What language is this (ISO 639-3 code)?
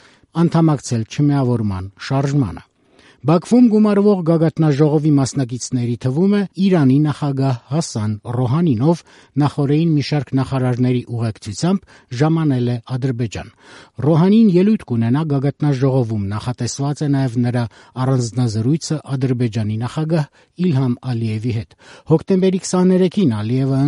hye